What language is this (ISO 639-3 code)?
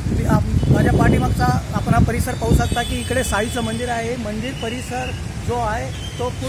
mar